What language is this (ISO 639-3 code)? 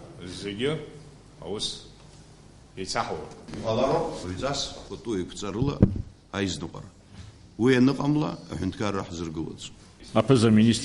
abk